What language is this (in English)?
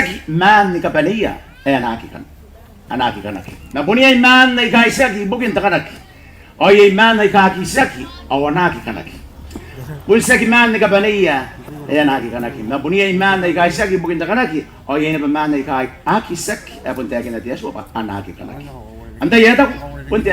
Gilbertese